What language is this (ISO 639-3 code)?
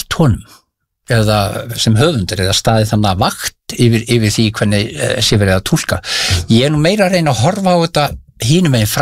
isl